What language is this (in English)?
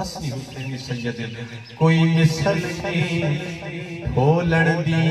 Saraiki